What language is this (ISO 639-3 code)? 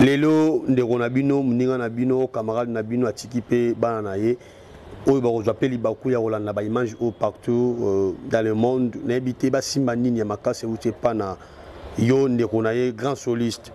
lin